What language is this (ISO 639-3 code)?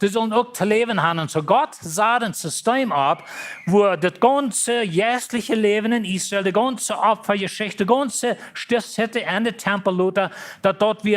pdt